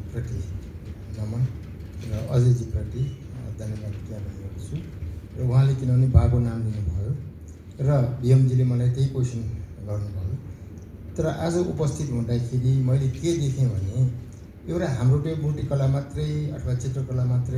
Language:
Nepali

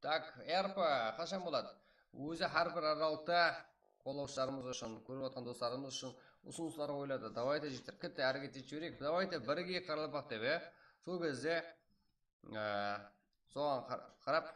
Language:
Kara-Kalpak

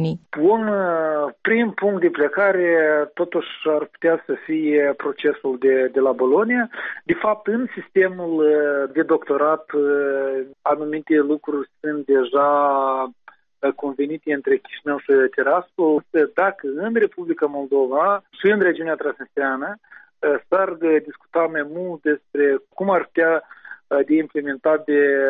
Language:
Romanian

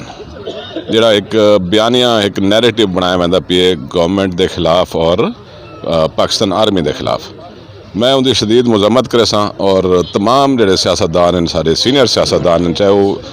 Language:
Saraiki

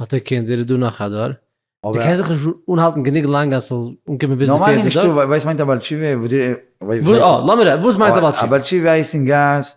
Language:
Yiddish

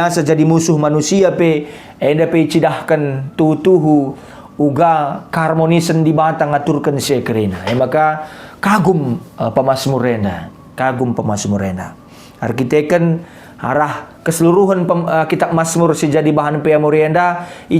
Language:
Batak Karo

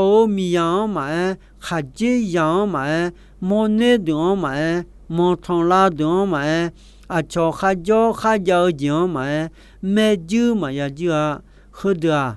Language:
Akha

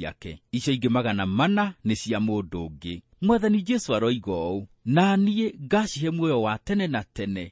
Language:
Kikuyu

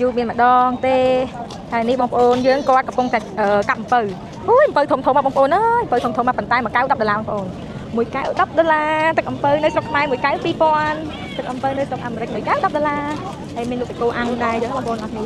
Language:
Khmer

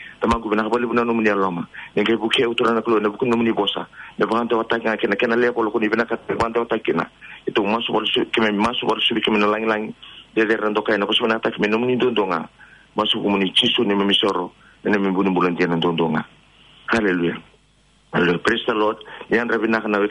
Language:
Fijian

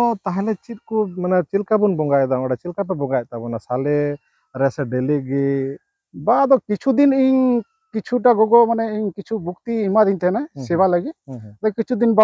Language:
Santali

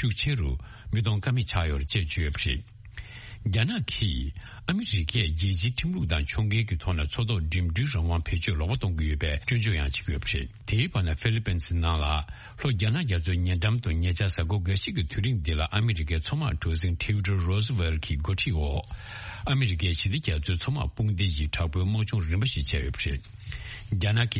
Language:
Tibetan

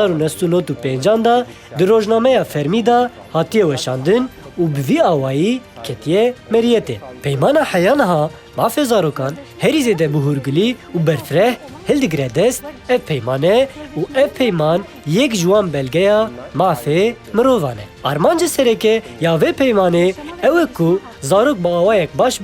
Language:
Kurdish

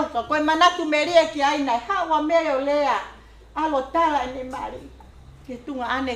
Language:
Tongan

